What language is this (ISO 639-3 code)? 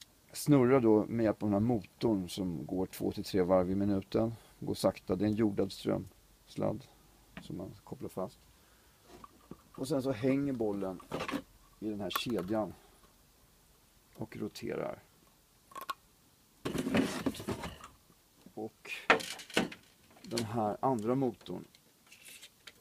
swe